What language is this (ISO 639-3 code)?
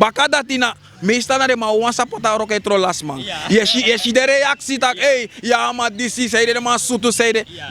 srn